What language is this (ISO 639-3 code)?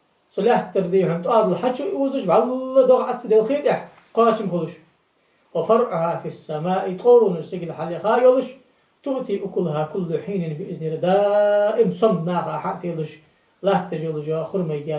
inh